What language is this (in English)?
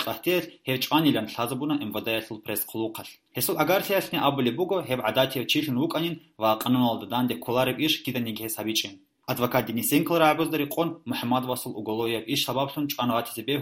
Avaric